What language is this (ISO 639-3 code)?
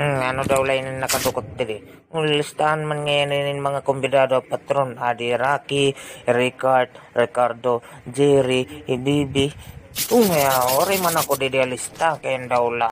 war